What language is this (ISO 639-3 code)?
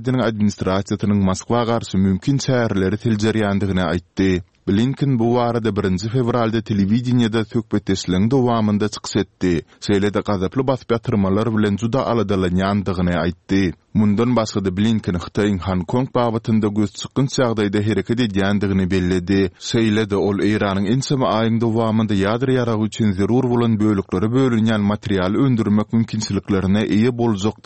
tuk